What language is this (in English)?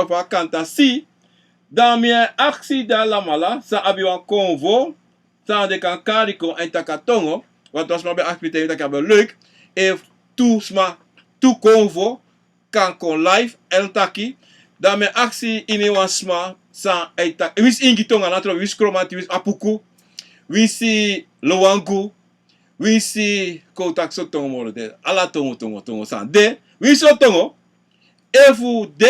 Sranan Tongo